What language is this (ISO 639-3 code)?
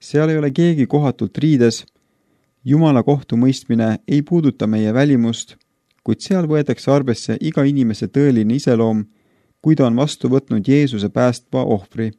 est